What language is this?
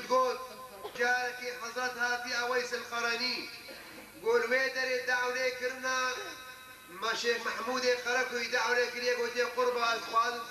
Kurdish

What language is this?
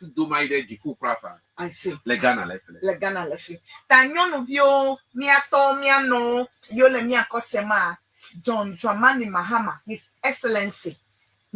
Ewe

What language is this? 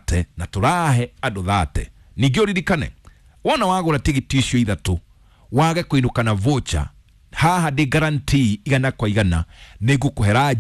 Kikuyu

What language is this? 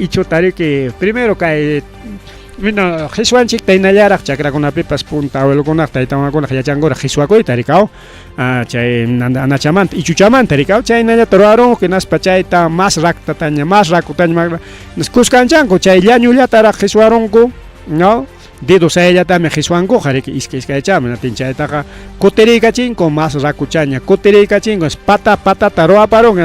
Ayacucho Quechua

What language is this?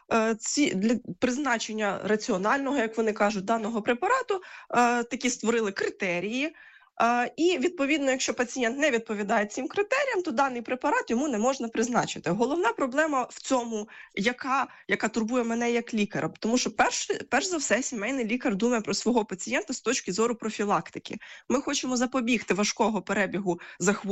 Ukrainian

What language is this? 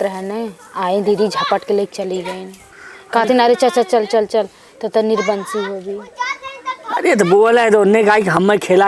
Awadhi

